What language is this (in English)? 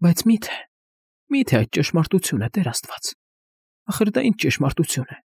Armenian